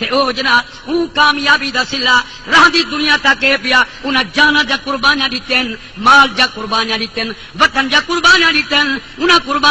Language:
Saraiki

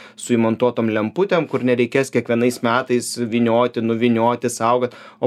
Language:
Lithuanian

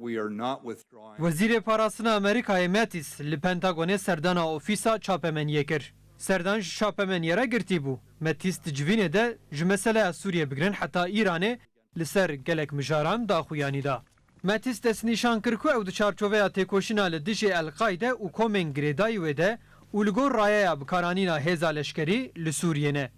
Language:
Kurdish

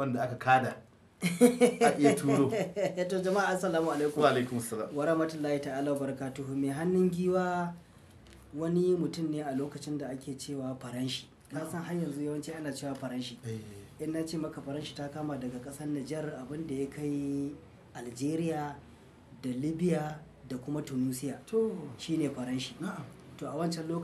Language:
Hausa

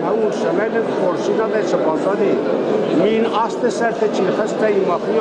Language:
Ossetic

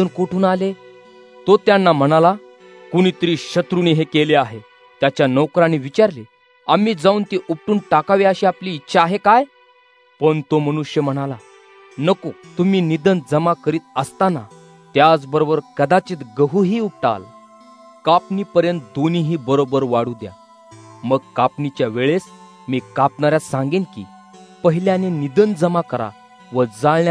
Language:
Marathi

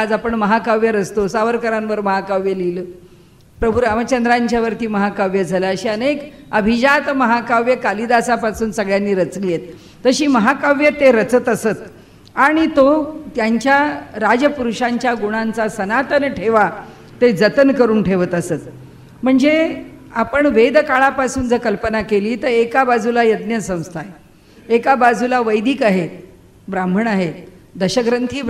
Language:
Marathi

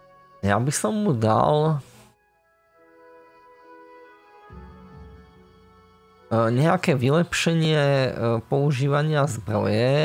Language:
Slovak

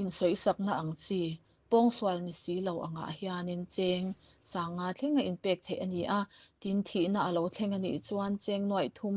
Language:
Mizo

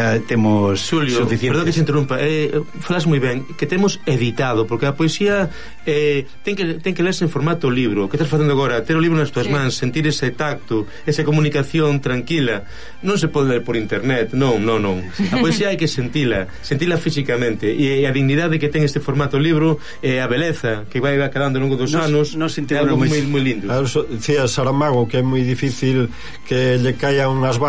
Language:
Galician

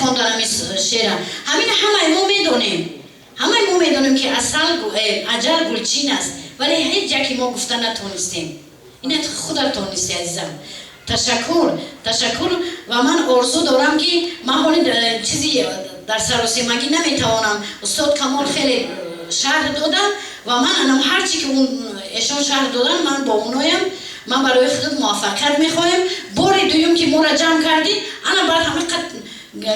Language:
Tajik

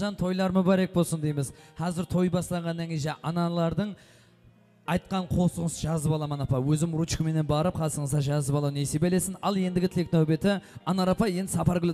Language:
Kara-Kalpak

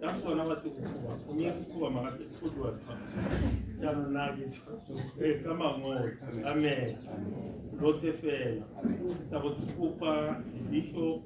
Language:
Tswana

